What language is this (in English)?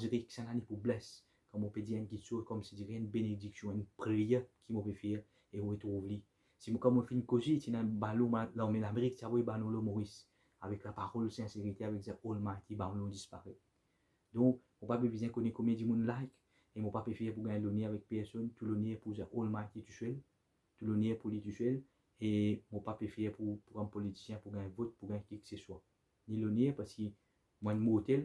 Morisyen